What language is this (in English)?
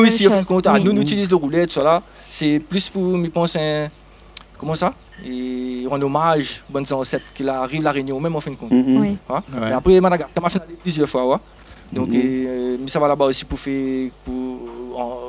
Réunion Creole French